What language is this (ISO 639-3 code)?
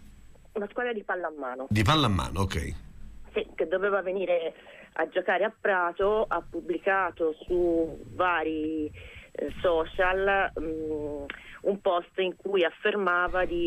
ita